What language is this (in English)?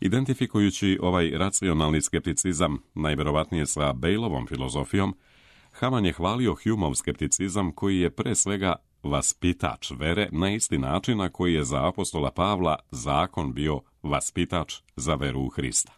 Serbian